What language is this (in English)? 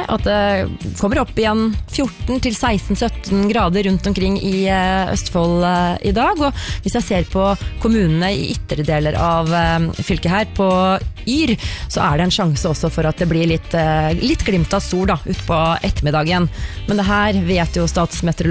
Norwegian